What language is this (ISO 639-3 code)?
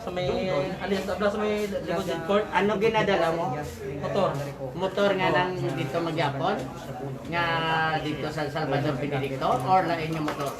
hil